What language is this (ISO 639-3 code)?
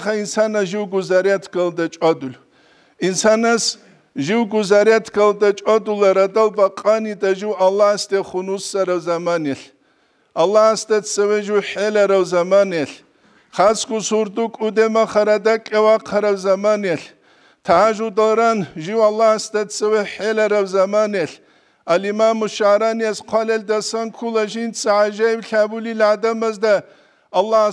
ava